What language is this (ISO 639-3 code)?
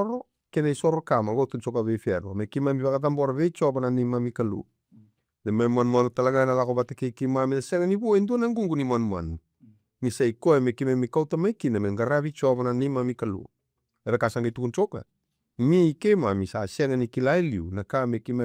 fij